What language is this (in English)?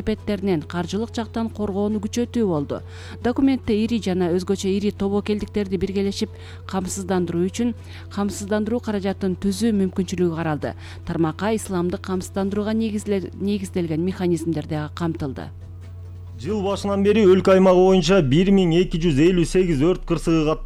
Kyrgyz